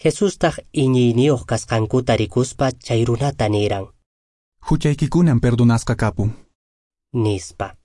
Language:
Quechua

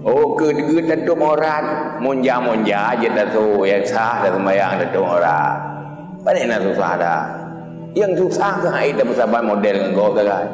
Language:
Achinese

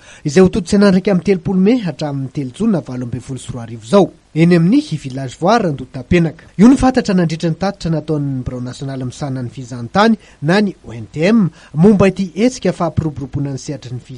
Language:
Malagasy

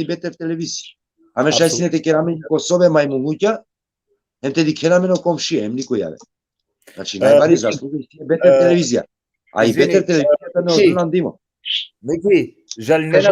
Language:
Balkan Romani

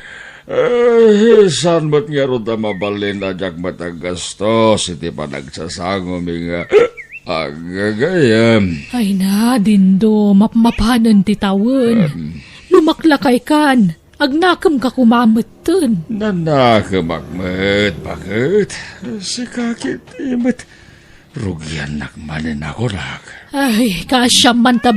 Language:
Iloko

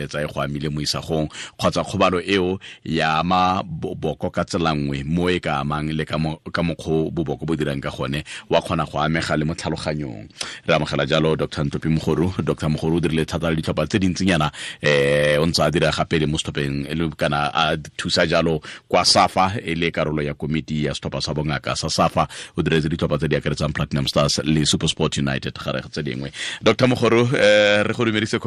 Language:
Tswana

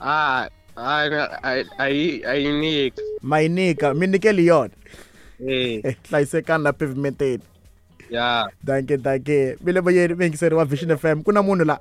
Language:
Tsonga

